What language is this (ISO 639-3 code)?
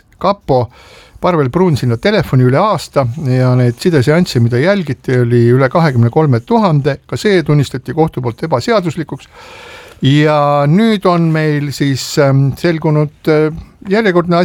est